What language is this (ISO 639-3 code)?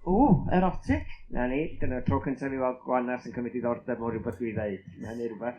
cym